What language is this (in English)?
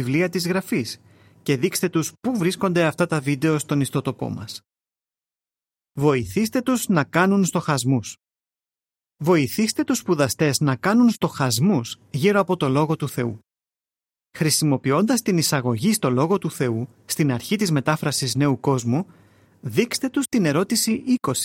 Greek